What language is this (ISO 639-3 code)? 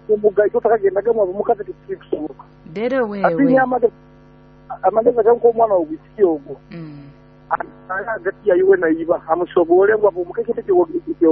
nyo